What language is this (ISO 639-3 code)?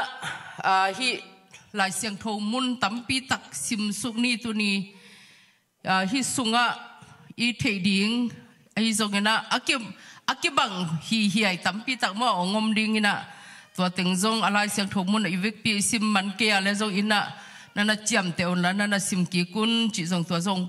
ctd